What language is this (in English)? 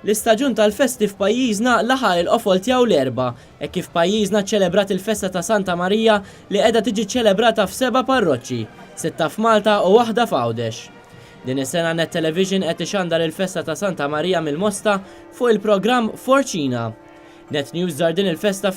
Maltese